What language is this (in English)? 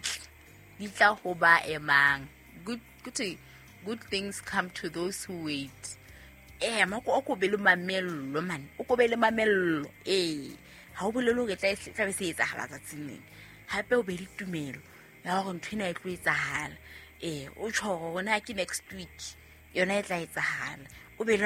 Southern Sotho